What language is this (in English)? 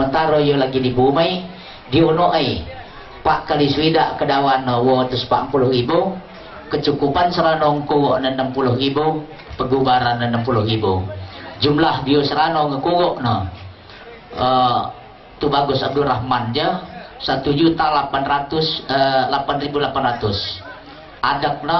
Lampung Nyo